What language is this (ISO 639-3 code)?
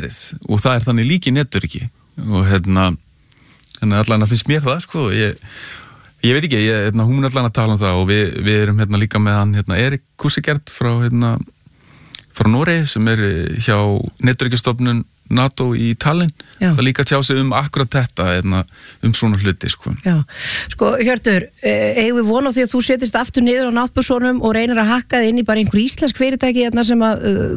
isl